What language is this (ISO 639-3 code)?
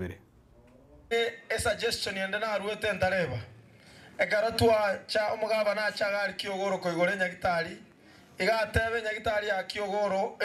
guz